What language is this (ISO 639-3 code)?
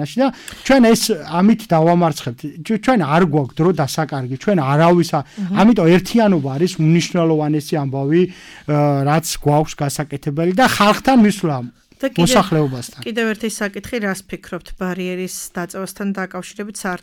kat